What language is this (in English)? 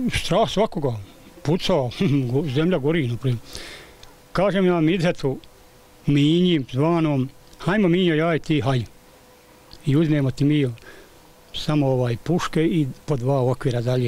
Bosnian